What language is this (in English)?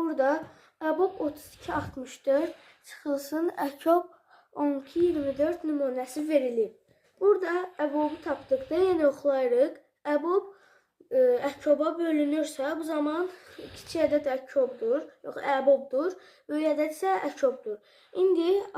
Azerbaijani